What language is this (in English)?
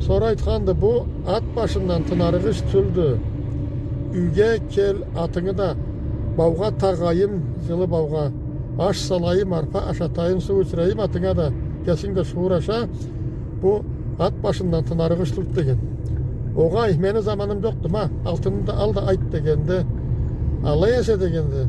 Karachay-Balkar